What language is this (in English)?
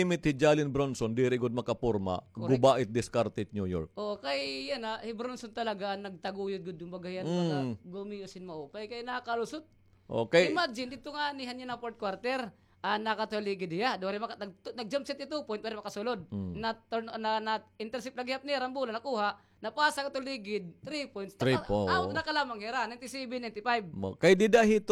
Waray